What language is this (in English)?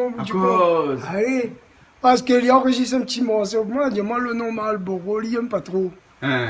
Réunion Creole French